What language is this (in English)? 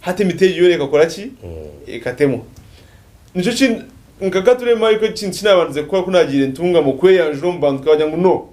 Nyankole